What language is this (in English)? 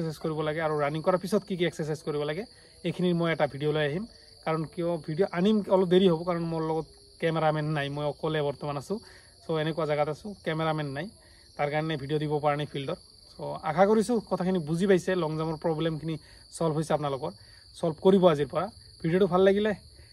Assamese